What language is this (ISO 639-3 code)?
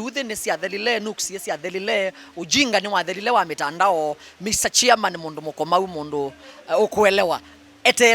kam